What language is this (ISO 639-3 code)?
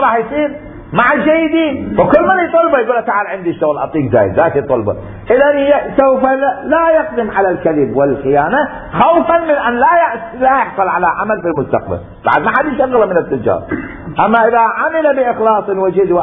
acm